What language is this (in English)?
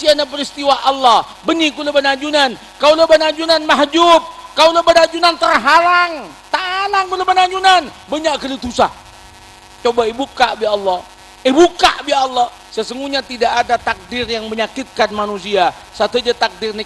Madurese